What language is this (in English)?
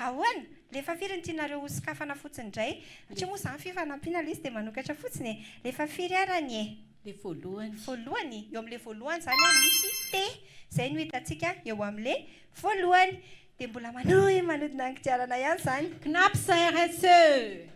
Malagasy